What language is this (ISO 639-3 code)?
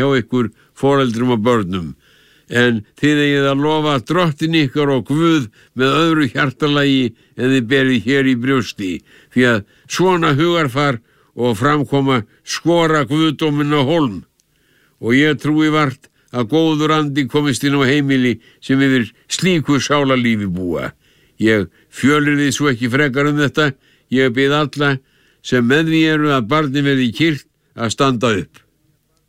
isl